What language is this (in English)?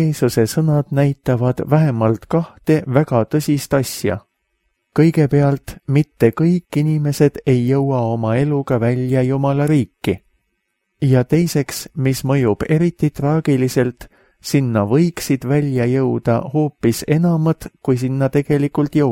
Estonian